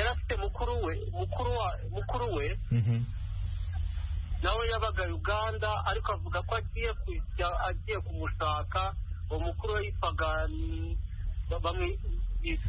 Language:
Kinyarwanda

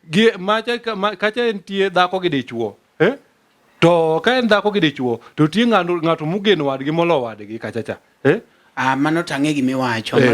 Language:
Luo (Kenya and Tanzania)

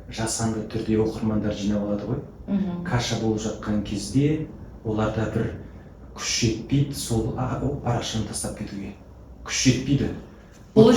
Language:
Kazakh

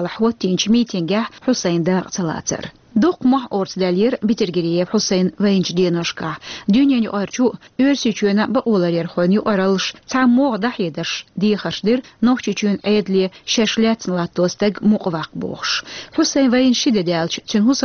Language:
Chechen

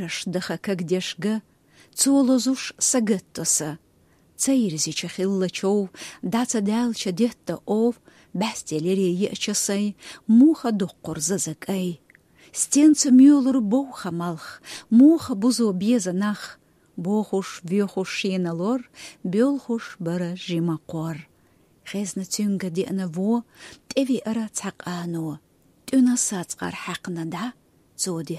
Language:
Chechen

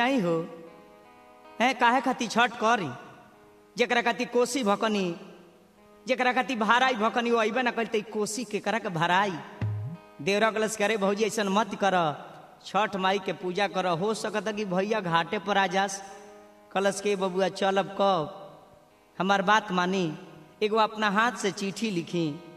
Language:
Bhojpuri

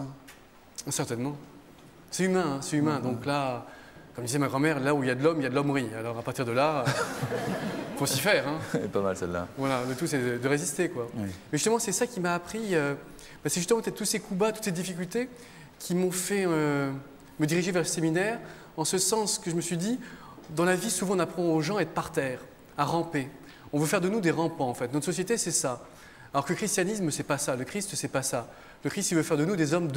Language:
French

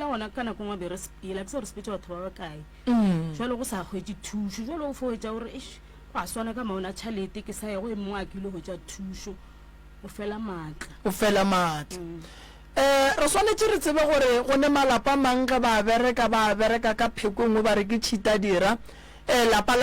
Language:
Northern Sotho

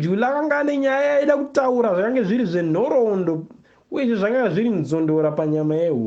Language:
Shona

